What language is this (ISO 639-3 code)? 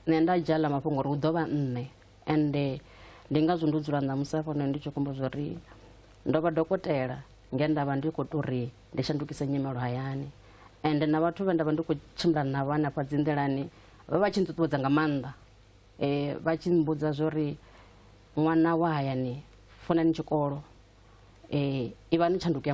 ven